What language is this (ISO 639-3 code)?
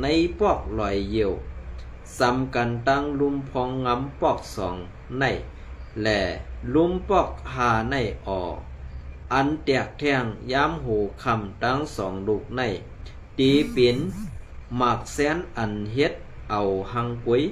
shn